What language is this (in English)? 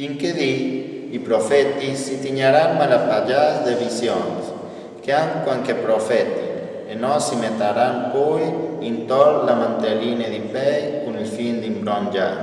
Friulian